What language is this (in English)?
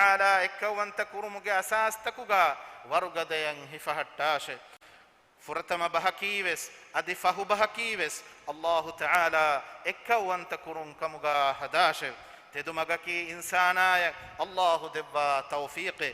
Divehi